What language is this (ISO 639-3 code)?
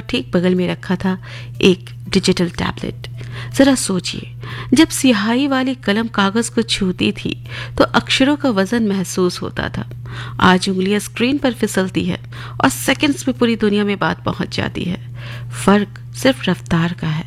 hin